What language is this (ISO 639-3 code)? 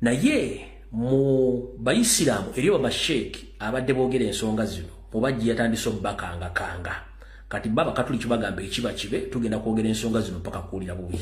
lug